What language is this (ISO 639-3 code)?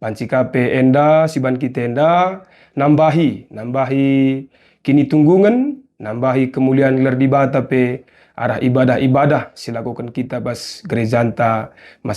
btx